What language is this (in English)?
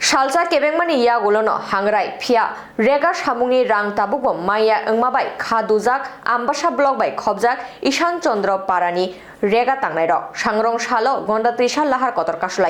Kok Borok